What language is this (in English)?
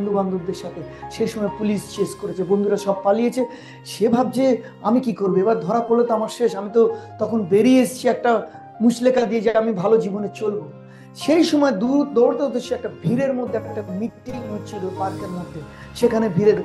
Bangla